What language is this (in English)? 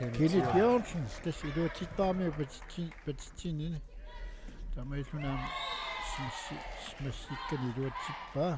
Kalaallisut